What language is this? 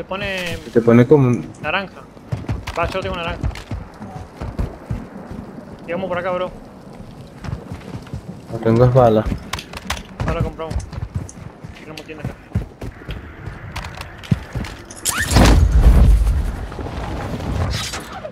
Spanish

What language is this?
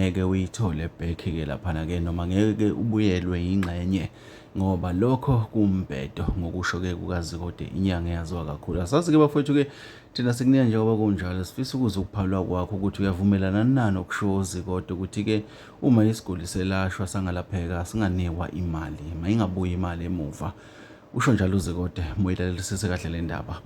Zulu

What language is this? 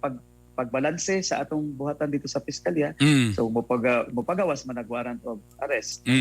Cebuano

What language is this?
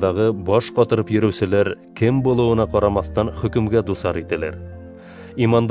Bashkir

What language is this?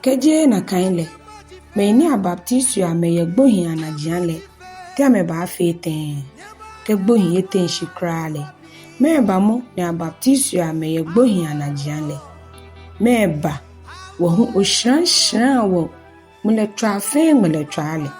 Ga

